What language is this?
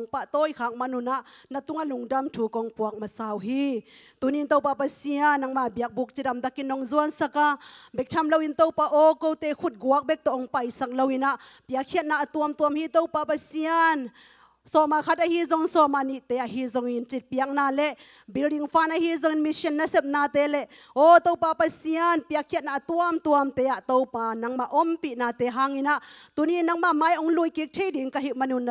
Tedim Chin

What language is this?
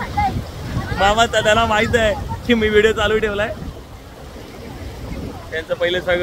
Marathi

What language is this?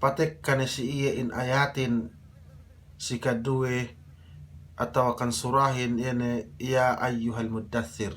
Yakan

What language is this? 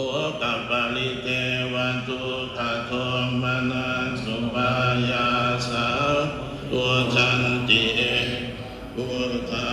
Pali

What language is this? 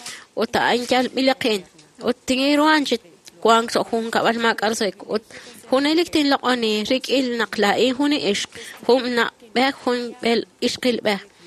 Kekchí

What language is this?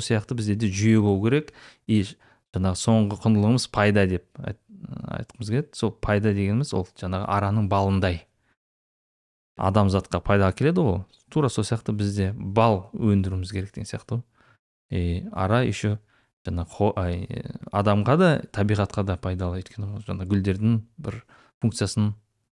Kazakh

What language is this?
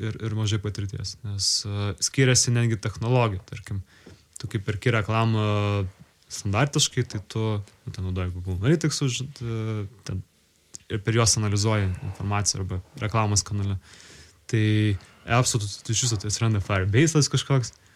Lithuanian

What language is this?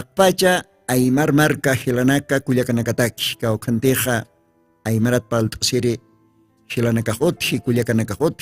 Aymara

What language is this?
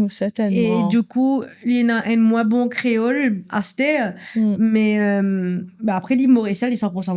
Morisyen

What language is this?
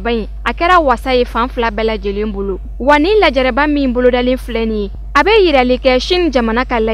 Bambara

